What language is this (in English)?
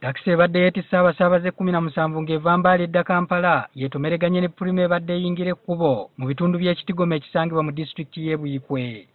Ganda